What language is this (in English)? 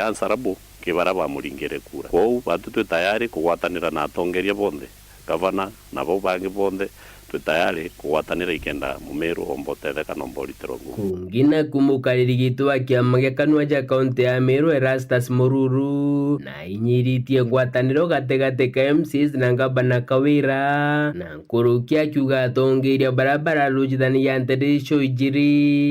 Meru